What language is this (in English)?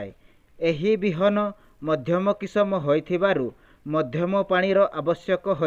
Odia